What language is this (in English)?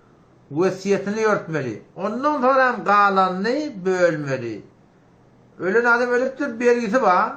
Turkmen